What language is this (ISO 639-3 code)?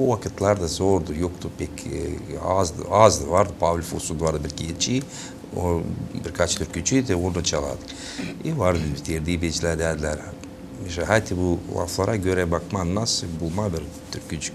gag